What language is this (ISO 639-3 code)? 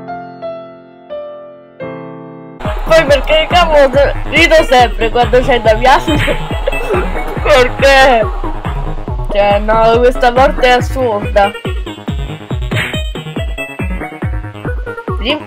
ita